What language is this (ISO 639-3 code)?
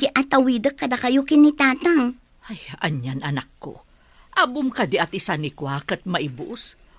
ilo